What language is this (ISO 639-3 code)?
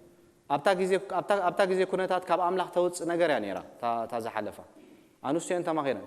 tir